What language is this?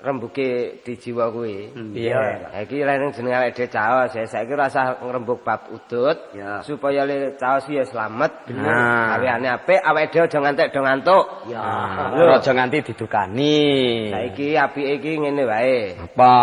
Javanese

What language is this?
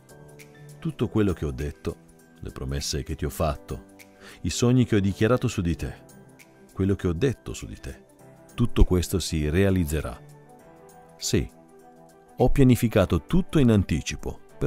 Italian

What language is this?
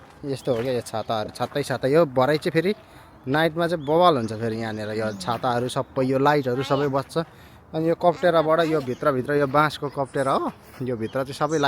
Nepali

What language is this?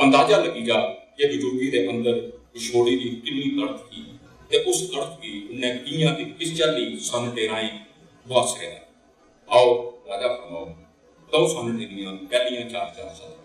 Dogri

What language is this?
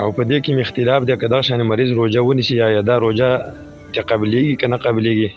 Pashto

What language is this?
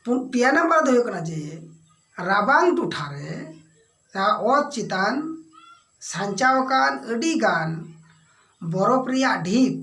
Santali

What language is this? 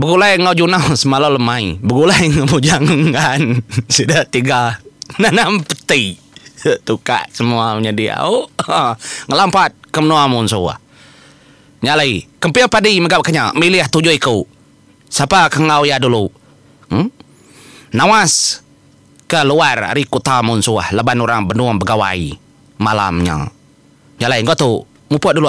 Iban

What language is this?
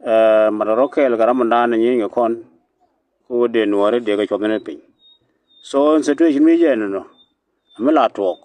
Nuer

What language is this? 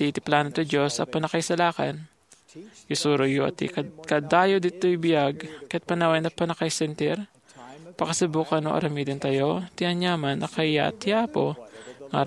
Iloko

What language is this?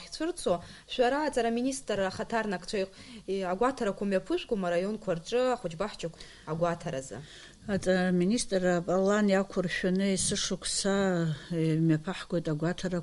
Abkhazian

